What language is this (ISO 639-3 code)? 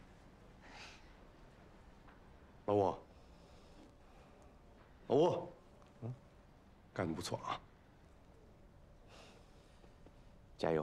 zho